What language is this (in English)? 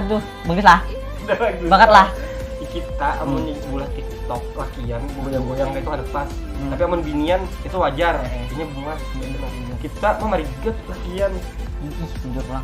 Banjar